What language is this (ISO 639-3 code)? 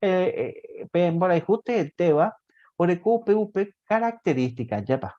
grn